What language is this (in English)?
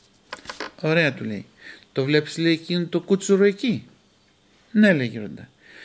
Greek